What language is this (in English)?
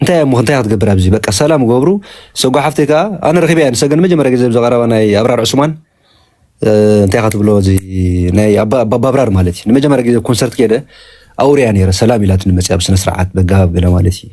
Tigrinya